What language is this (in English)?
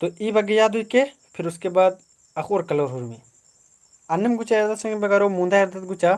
Kurukh